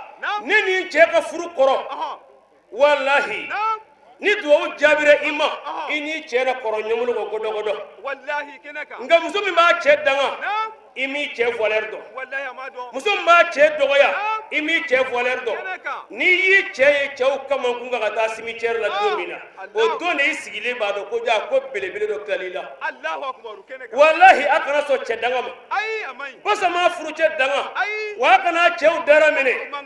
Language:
Bambara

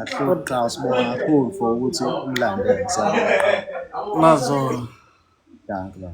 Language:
Zulu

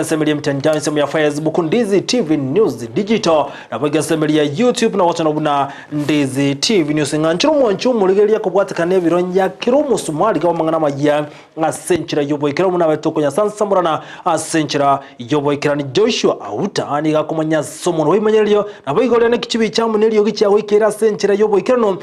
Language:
Gusii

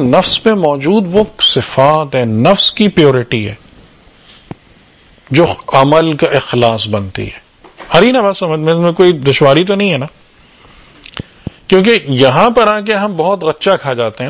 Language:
Urdu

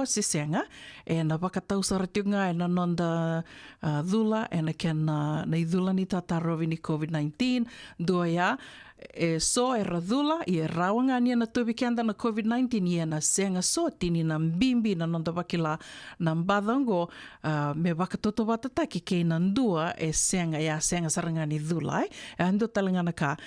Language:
Fijian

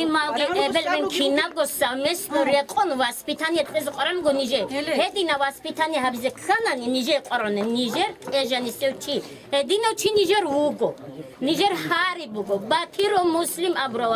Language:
Avaric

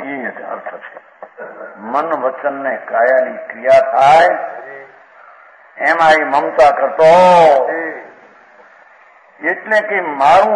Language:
Gujarati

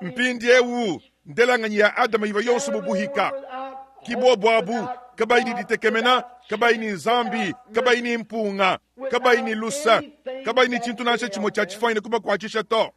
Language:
Luba-Lulua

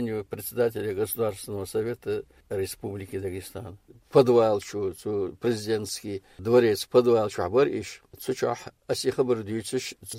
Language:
Chechen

